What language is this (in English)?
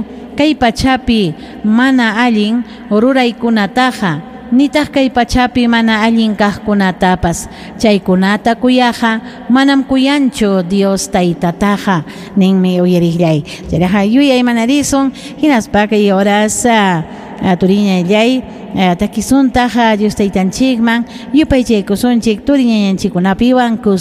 Ayacucho Quechua